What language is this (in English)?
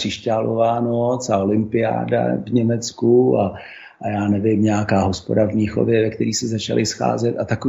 Czech